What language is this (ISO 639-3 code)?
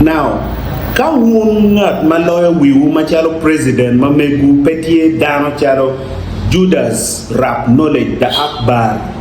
ach